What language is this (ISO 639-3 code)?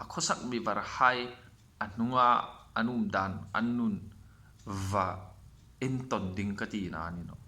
hmr